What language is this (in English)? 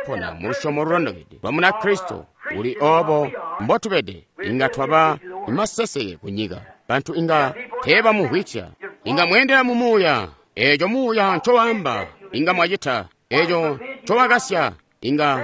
Tonga (Zambia)